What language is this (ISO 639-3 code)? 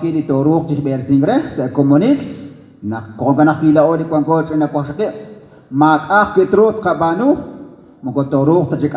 kek